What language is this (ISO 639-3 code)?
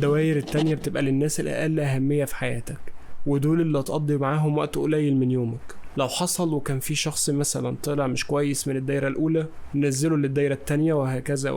arz